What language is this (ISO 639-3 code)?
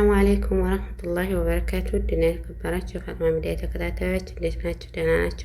amh